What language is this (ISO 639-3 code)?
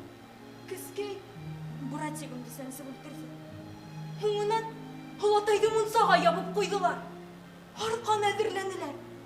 bak